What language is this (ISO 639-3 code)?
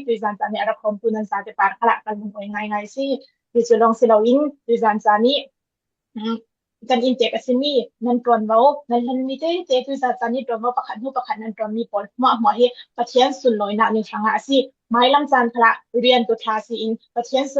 cfm